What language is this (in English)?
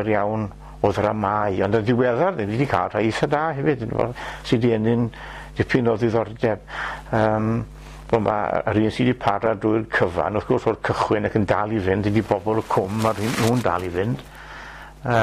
Welsh